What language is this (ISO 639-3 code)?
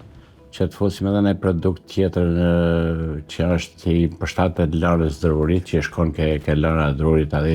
sqi